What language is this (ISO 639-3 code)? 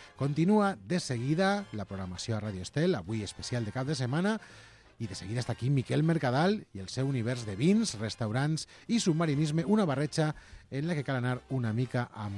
cat